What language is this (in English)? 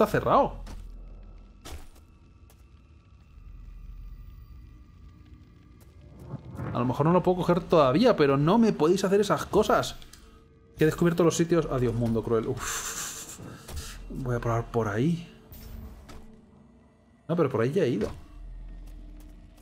Spanish